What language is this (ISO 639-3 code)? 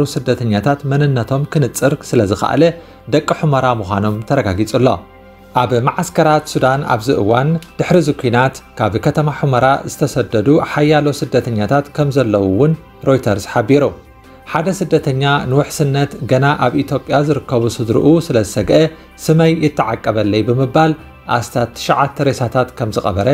tir